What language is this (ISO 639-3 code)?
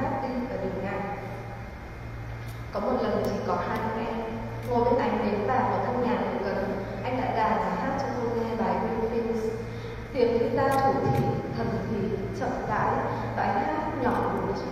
vie